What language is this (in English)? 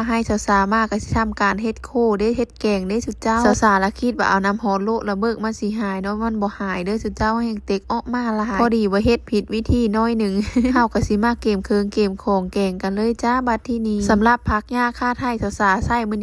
Northeastern Thai